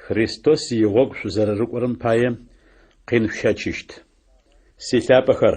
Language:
Adyghe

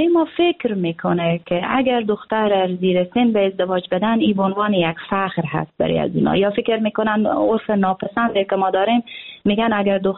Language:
Persian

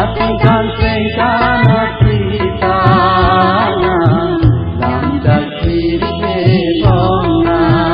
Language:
Karbi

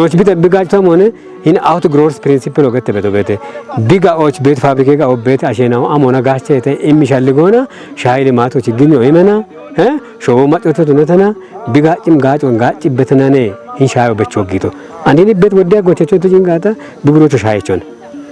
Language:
Kafa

